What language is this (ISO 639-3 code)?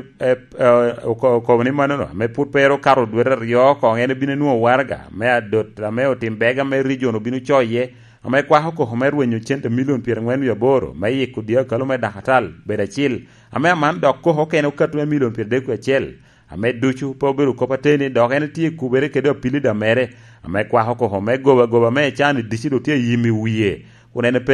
laj